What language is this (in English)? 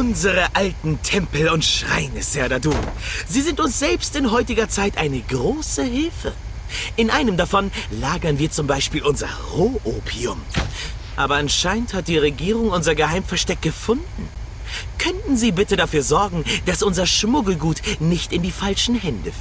Bavarian